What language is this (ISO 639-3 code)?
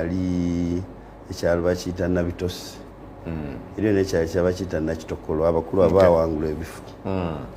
lug